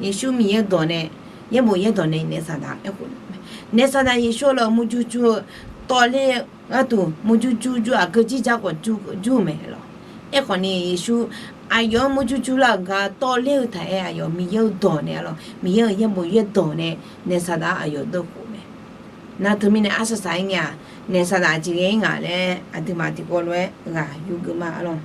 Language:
Akha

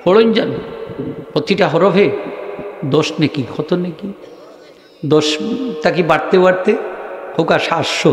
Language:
Sylheti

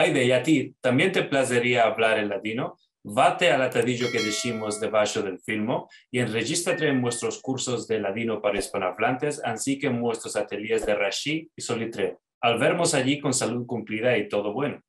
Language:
Ladino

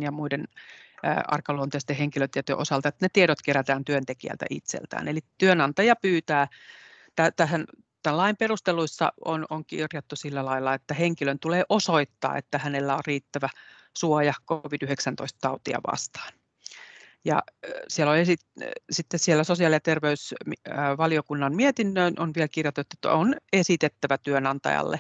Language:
Finnish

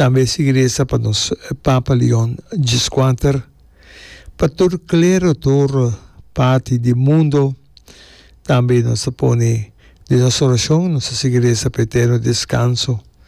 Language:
Papiamento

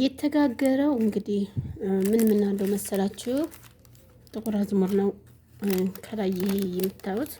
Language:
Amharic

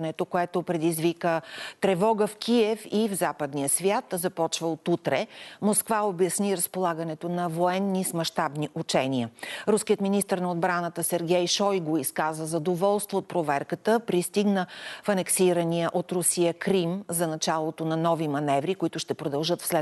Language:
Bulgarian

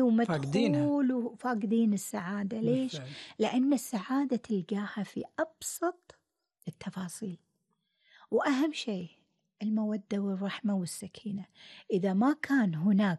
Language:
Gulf Arabic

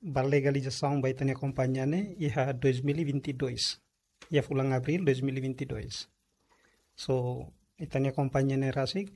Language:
Tetum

